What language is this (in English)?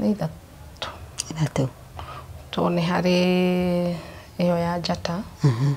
Kikuyu